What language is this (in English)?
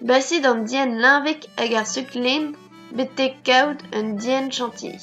Breton